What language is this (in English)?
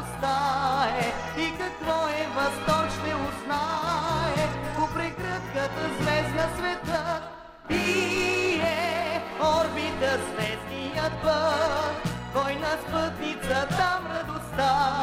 Bulgarian